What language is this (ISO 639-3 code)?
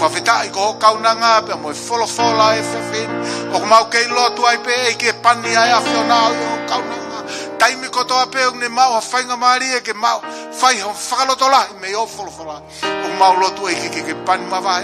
ton